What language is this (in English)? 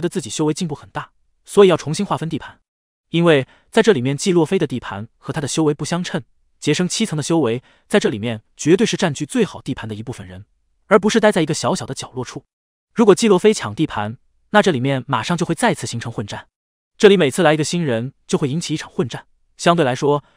Chinese